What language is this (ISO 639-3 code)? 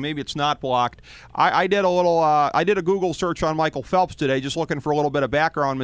eng